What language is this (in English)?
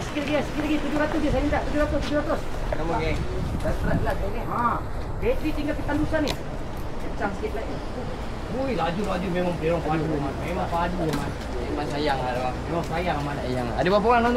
Malay